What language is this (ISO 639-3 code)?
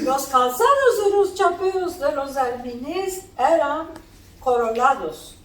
lad